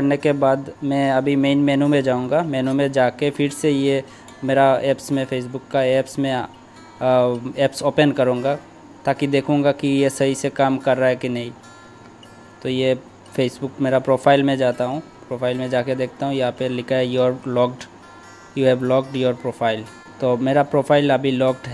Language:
Hindi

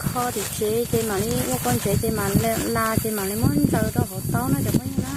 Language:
Hmong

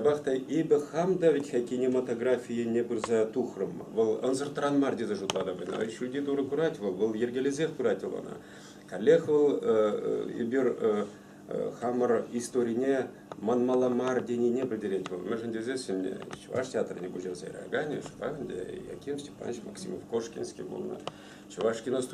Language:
Chuvash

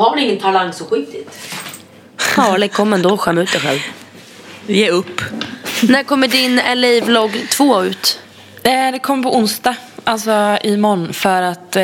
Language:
Swedish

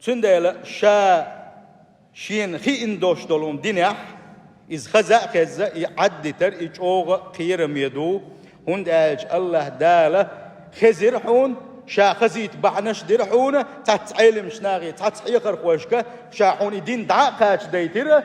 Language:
Chechen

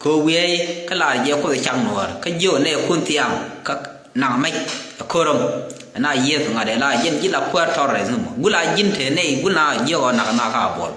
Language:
Nuer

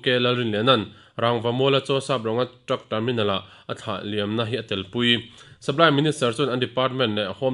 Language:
Mizo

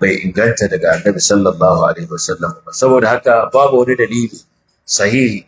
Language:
Hausa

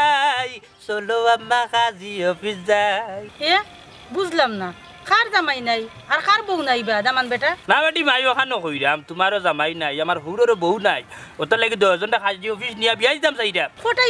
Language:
Sylheti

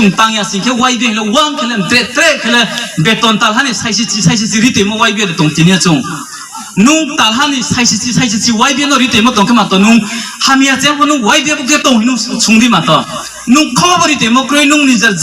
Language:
Riang (India)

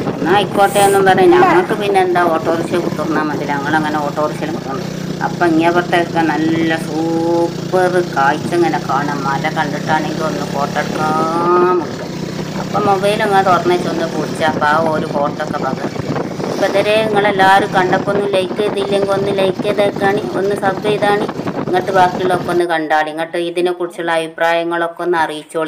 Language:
Malayalam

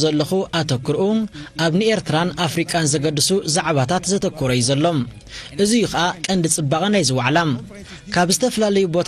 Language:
Tigrinya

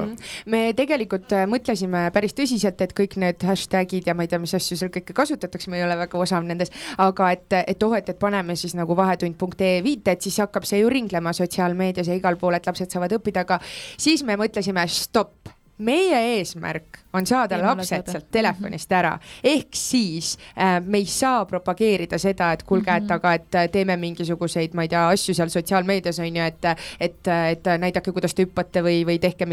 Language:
Estonian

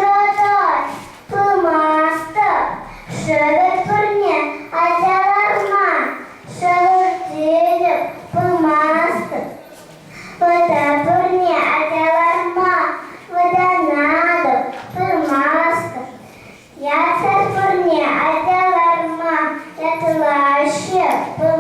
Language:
Chuvash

